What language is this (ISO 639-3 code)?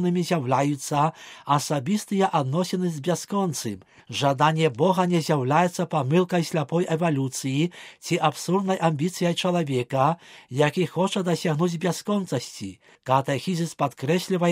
bel